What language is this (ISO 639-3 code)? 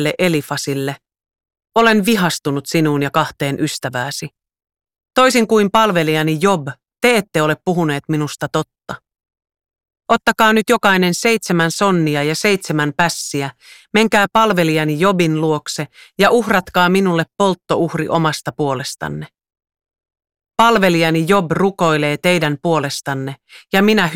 fin